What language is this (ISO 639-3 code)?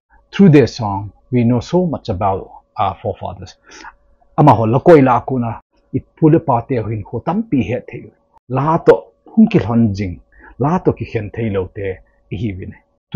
tcz